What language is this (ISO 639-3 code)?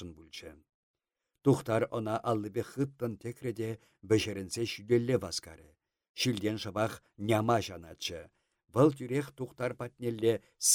chv